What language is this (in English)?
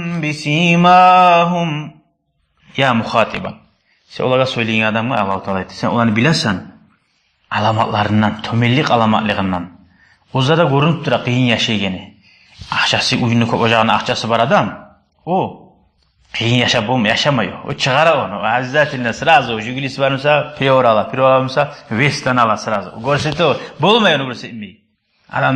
Kumyk